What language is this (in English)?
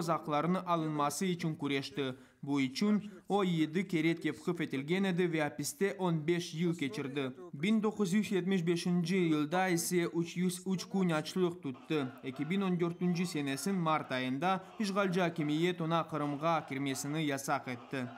Crimean Tatar